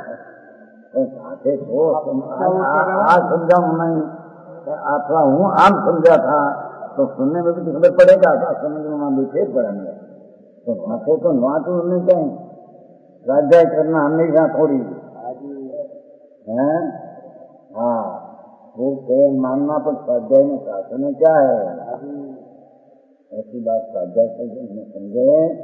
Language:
Hindi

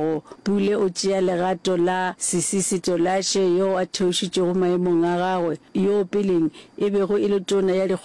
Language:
Northern Sotho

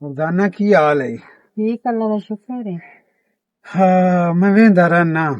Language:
Western Panjabi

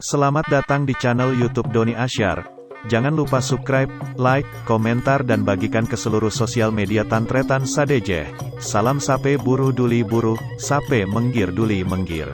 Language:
Madurese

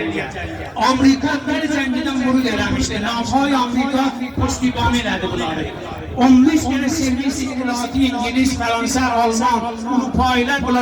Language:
South Azerbaijani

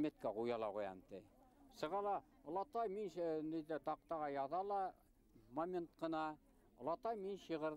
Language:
Bashkir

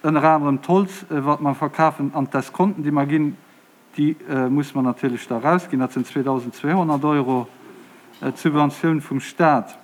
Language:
Luxembourgish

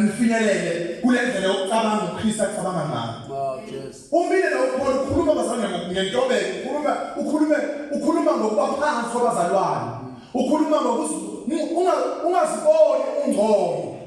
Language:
Zulu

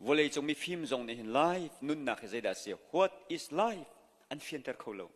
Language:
Hakha Chin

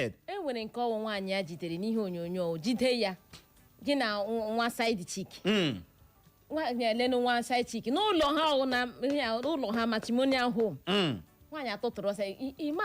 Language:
Igbo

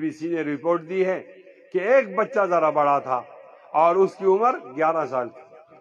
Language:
Urdu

